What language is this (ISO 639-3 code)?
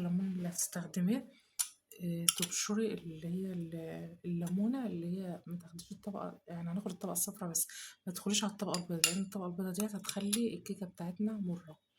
arz